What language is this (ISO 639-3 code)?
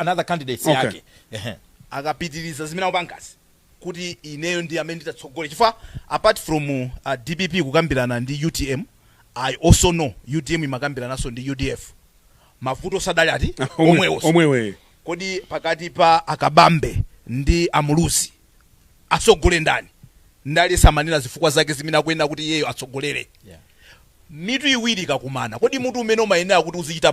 nya